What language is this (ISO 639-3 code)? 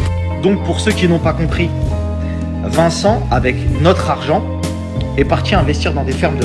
fra